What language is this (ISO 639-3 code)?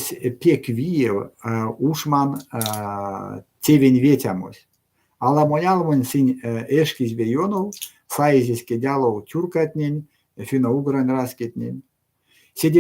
myv